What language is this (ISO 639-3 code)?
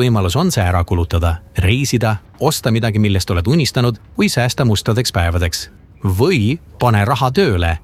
est